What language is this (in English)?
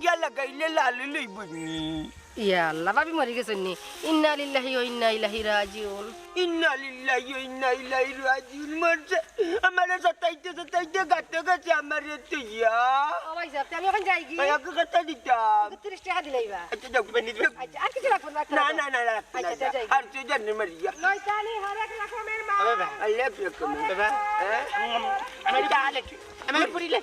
Sylheti